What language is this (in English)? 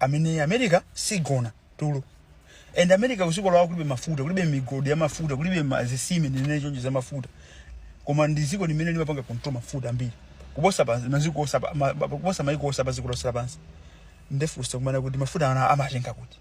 Nyanja